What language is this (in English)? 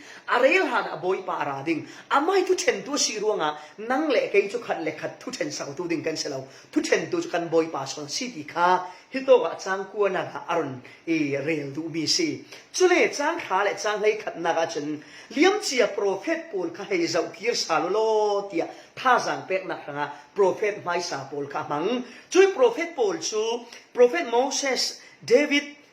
Falam Chin